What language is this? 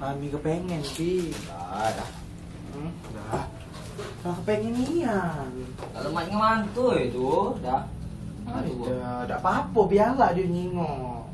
Musi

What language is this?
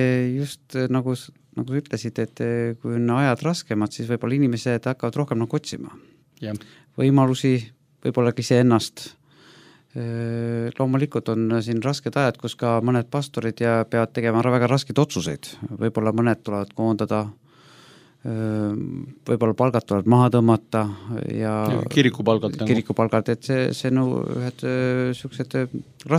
Estonian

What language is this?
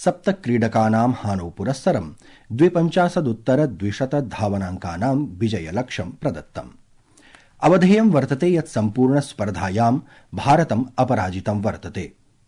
Sanskrit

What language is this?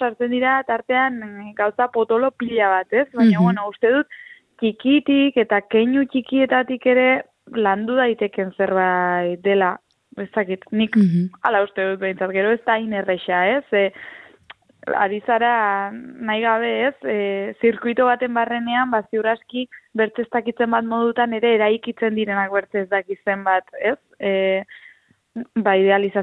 Basque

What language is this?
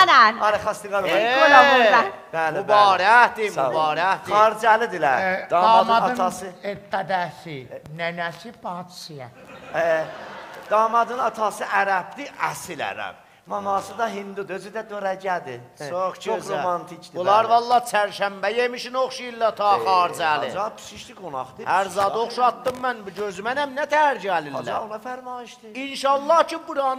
South Azerbaijani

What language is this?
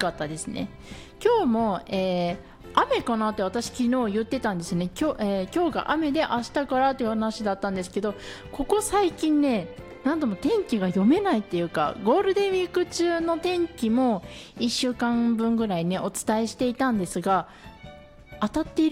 Japanese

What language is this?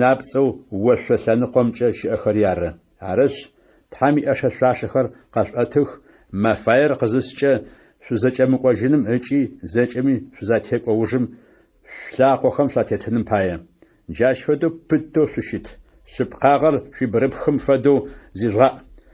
Adyghe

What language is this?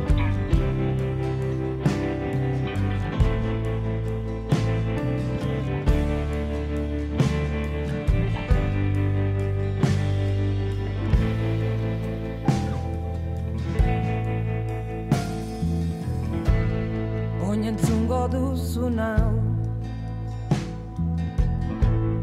Basque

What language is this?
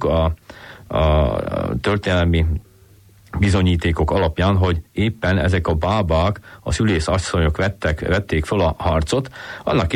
Hungarian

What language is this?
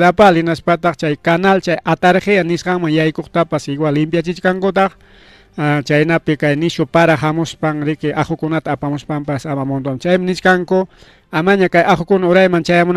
Ayacucho Quechua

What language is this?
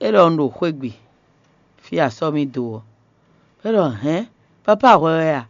Fon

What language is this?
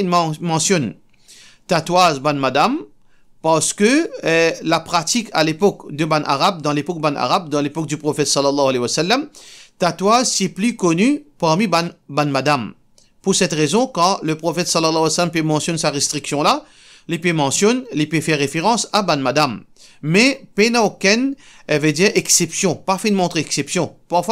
Morisyen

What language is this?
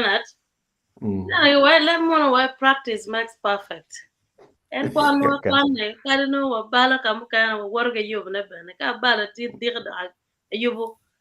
Acoli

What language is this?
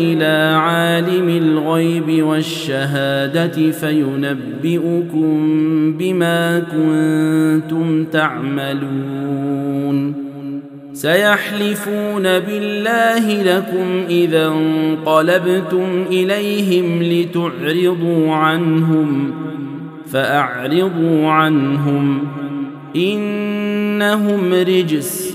Arabic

